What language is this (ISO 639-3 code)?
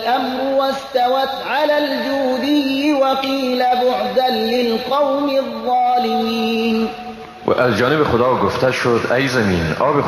fas